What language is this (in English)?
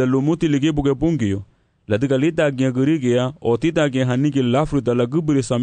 Garifuna